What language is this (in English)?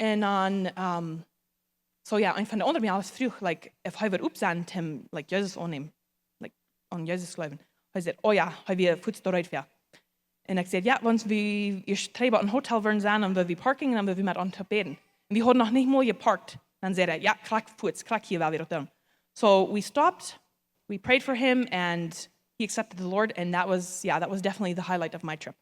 Plautdietsch